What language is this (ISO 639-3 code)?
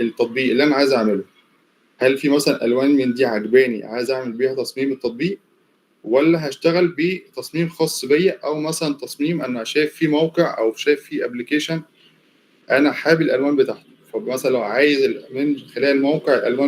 arz